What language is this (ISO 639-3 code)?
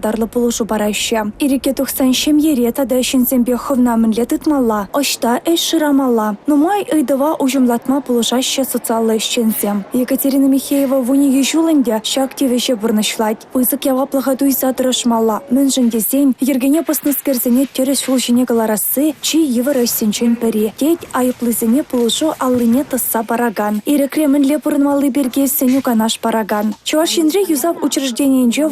chv